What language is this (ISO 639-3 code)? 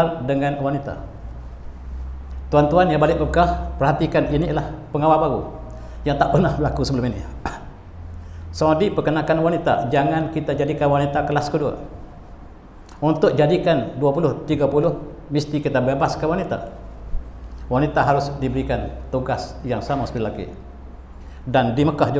msa